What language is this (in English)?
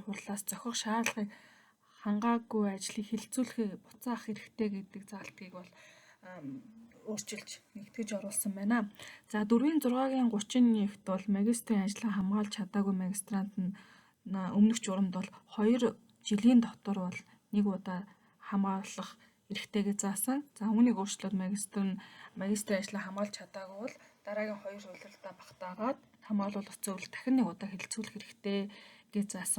Mongolian